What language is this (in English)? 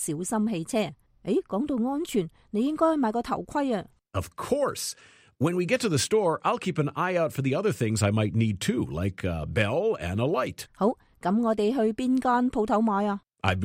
Cantonese